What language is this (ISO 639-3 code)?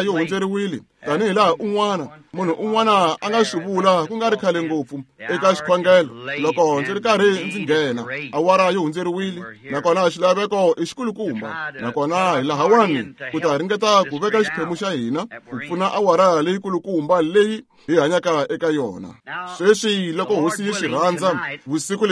tso